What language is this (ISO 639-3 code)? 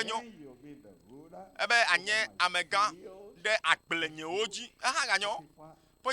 ewe